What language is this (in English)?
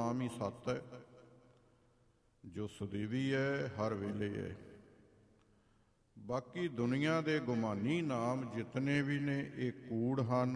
Punjabi